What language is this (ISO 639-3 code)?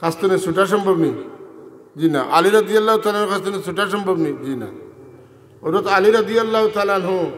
syl